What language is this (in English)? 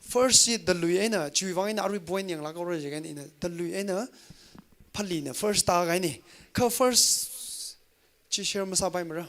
Tangkhul Naga (India)